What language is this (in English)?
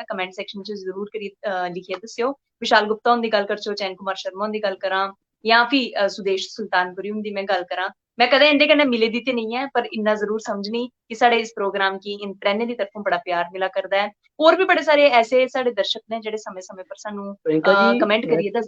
Dogri